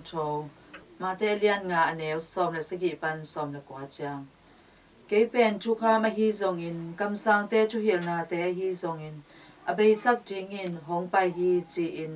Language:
Tedim Chin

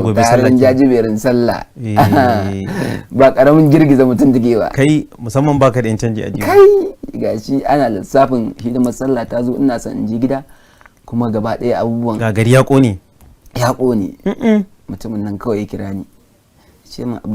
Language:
Hausa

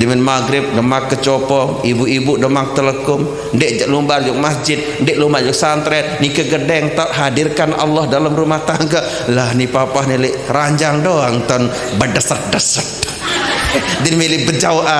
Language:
Sasak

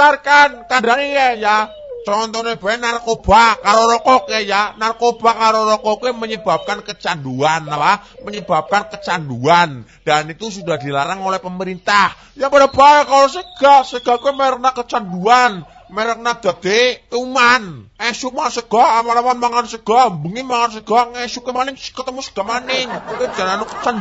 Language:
Javanese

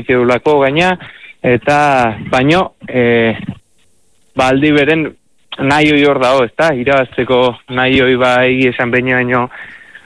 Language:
Basque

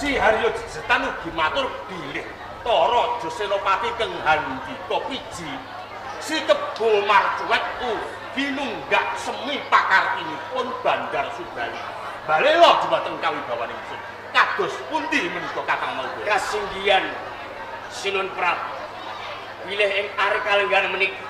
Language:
Javanese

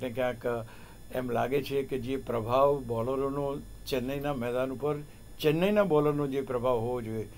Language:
Gujarati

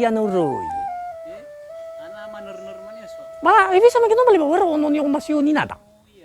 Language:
Nias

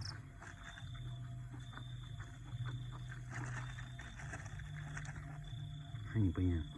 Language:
Lao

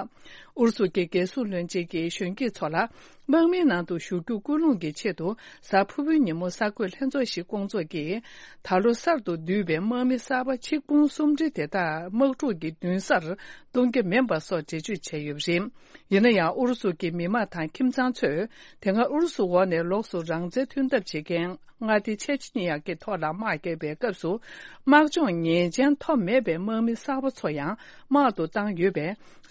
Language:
Tibetan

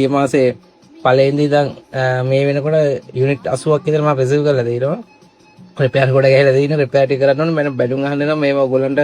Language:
Sinhala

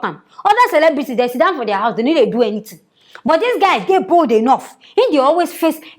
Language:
Nigerian Pidgin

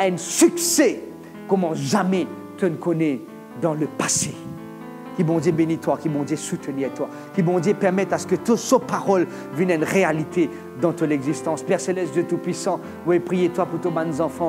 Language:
Morisyen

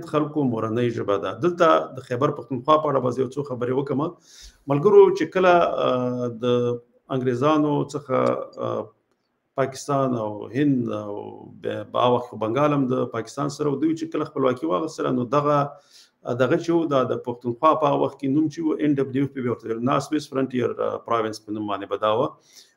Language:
Pashto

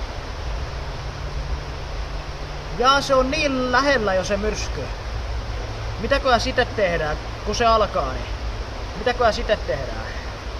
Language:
Finnish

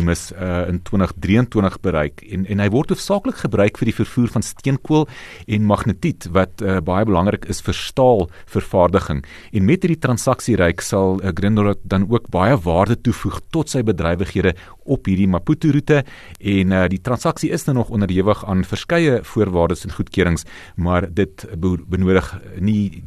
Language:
Afrikaans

